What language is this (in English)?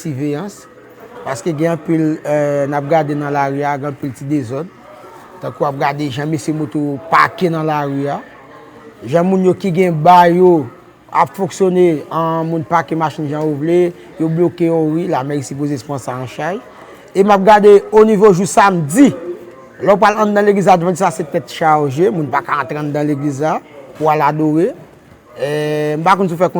Haitian Creole